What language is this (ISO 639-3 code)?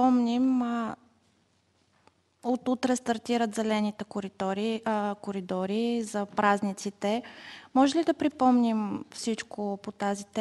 bul